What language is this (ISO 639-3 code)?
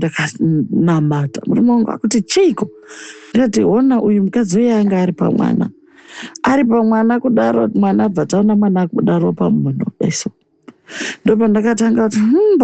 sna